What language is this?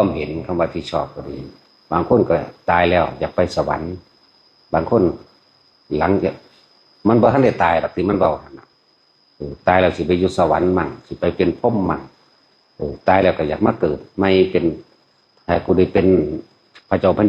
Northeastern Thai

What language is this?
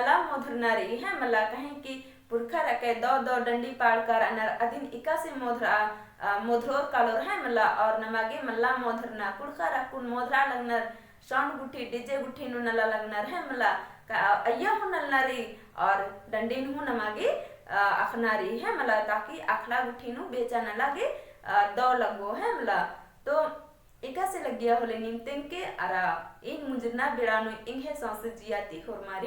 Kurukh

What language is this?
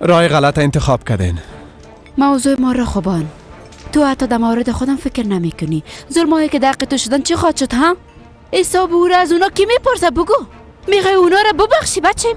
Persian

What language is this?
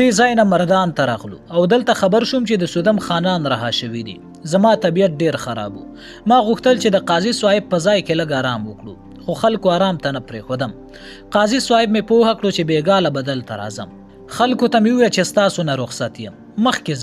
Pashto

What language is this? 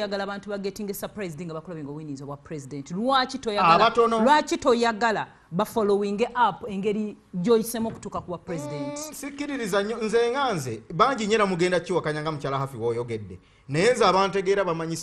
Ganda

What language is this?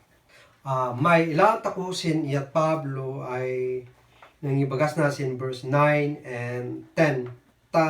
Kankanaey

